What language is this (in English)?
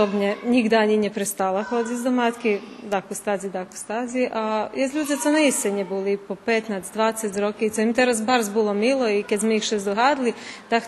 Rusyn